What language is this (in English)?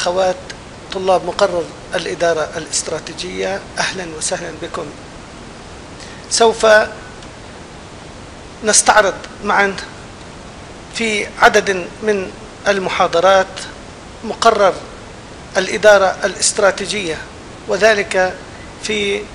Arabic